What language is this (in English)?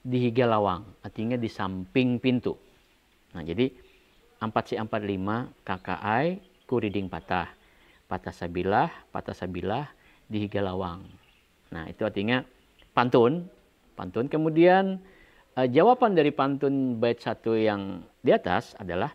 Banjar